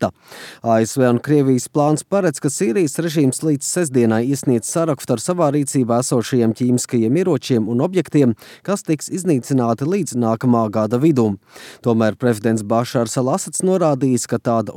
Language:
Latvian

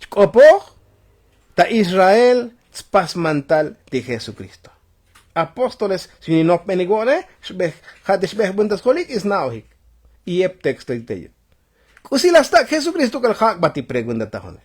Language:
Tzotzil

